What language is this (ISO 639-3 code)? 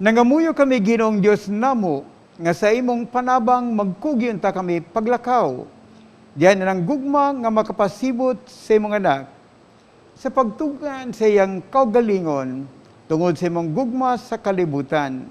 ceb